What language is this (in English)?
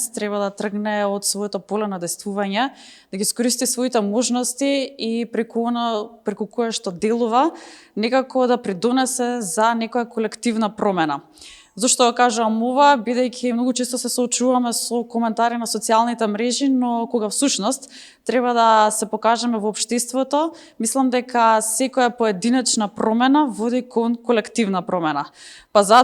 Macedonian